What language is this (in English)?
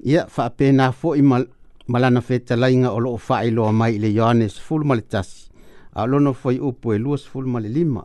Samoan